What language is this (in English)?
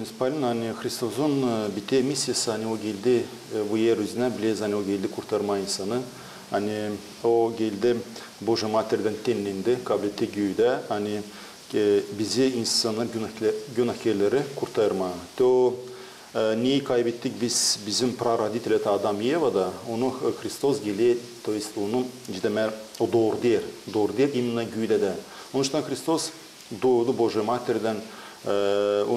Gagauz